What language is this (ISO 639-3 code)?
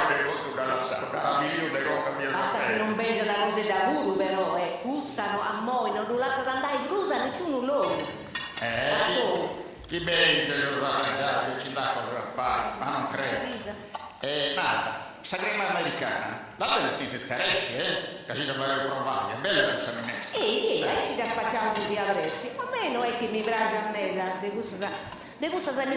srd